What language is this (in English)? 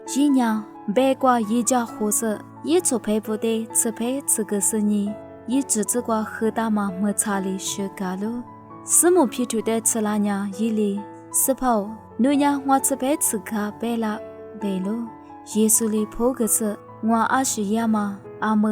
Lisu